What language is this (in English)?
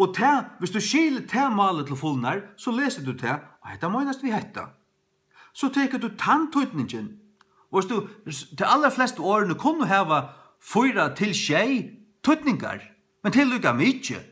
Faroese